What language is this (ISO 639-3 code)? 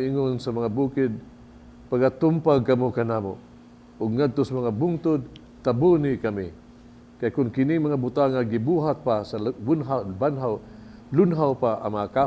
ceb